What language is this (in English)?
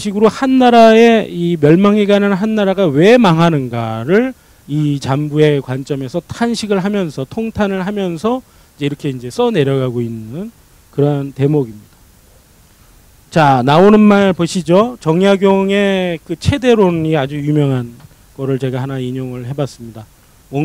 Korean